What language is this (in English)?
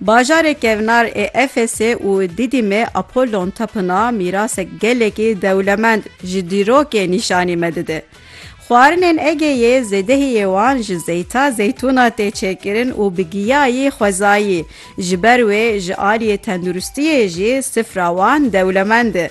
Kurdish